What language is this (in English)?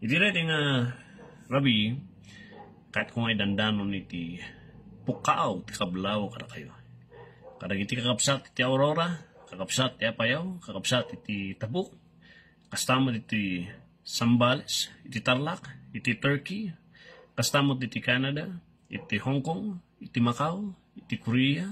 Iloko